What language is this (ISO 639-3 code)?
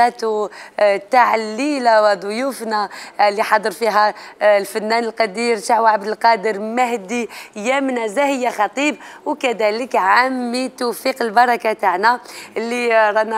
arq